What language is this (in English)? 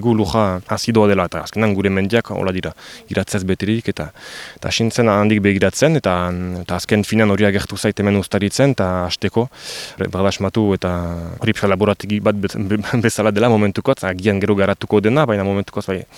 Basque